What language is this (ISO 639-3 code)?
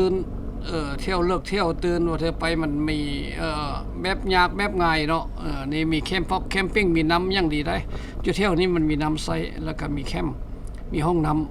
lao